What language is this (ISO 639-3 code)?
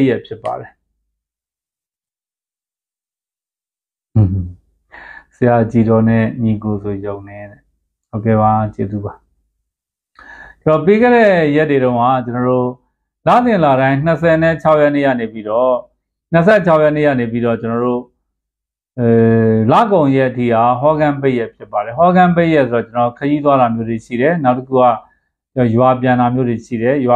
mya